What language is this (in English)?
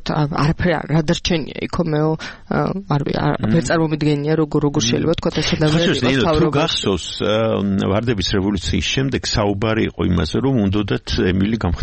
Georgian